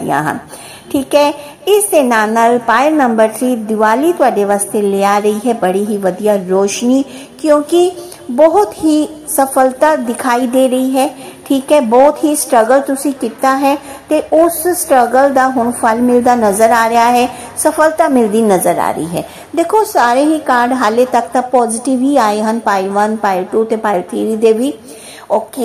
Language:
Punjabi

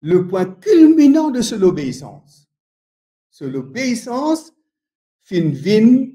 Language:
Morisyen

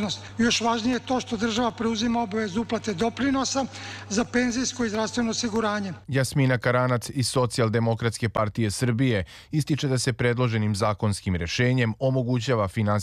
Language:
Serbian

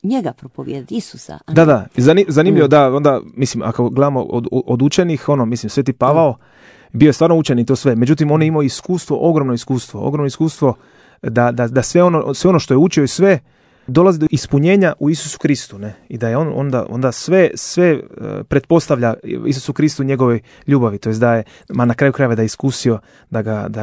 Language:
Croatian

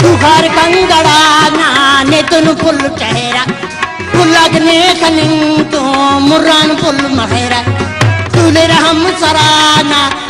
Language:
Brahui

